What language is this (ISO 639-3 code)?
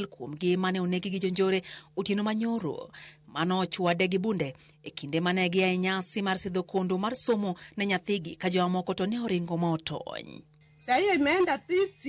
luo